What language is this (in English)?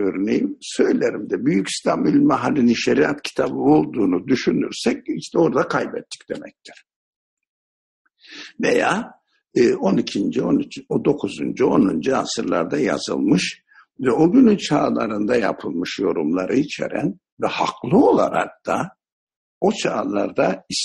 Turkish